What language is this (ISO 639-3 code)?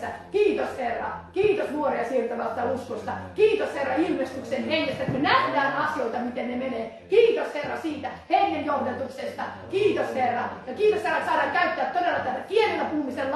fin